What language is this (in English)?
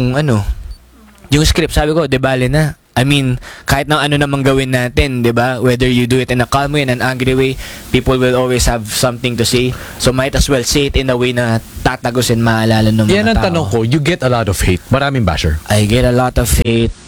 Filipino